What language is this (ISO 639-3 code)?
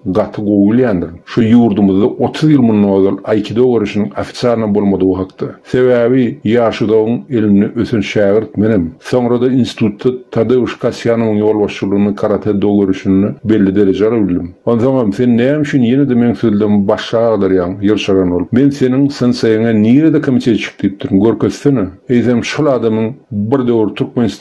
tuk